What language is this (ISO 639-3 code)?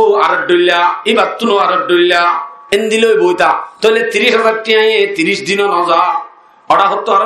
rhg